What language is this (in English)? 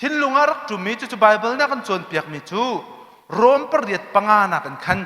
Hakha Chin